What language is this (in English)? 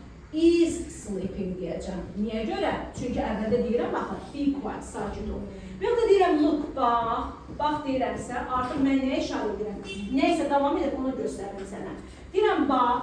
Azerbaijani